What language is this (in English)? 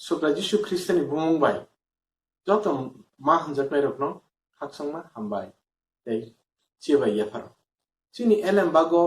Kok Borok